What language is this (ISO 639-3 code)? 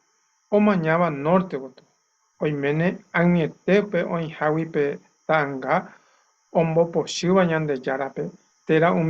grn